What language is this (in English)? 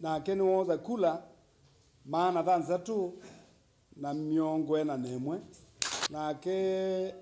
Kamba